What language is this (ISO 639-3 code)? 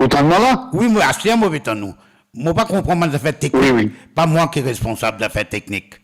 mfe